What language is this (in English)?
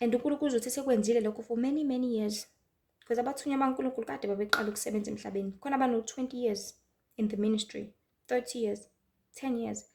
Zulu